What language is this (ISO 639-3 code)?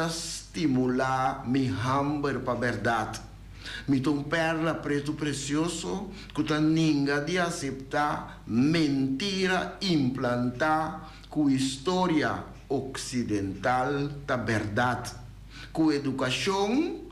pap